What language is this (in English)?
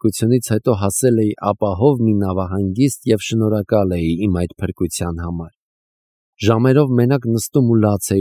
Armenian